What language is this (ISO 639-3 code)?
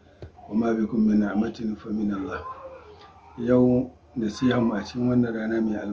hau